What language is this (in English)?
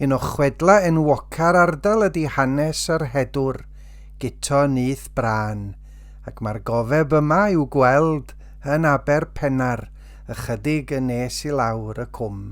Welsh